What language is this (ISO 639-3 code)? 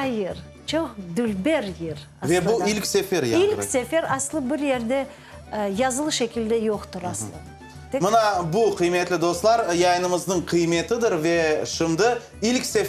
crh